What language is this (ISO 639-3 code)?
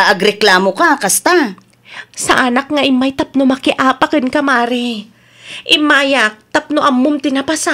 ilo